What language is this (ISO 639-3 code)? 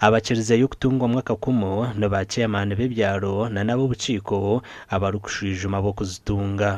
nyn